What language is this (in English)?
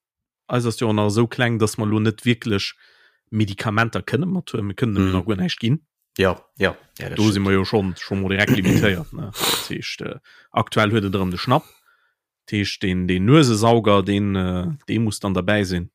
Luxembourgish